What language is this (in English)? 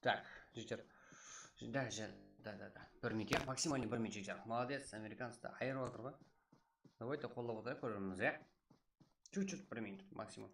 Kara-Kalpak